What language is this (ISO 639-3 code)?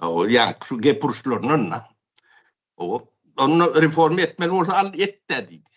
tuk